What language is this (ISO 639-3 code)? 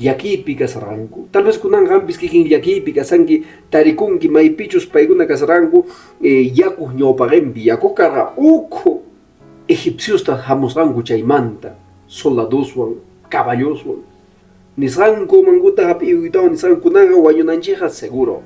que